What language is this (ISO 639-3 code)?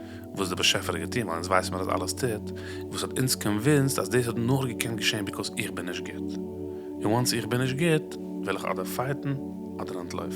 yid